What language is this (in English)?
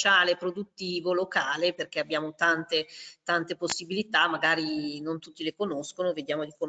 Italian